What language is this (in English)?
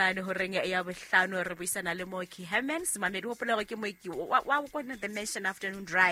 Southern Sotho